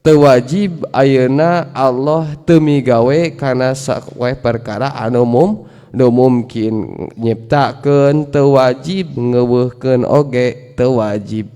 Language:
Sundanese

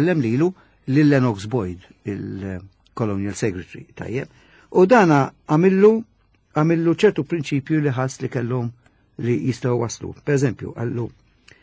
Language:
Maltese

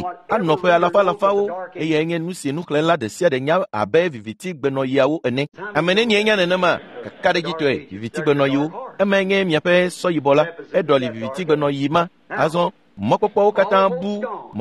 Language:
Ewe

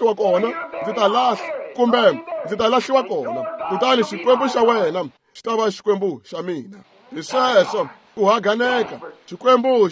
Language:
Tsonga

